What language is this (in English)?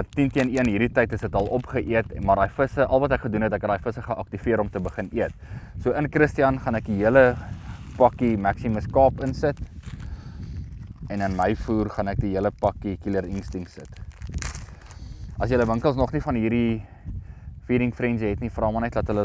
Afrikaans